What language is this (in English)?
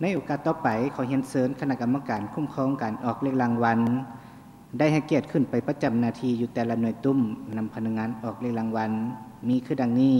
Lao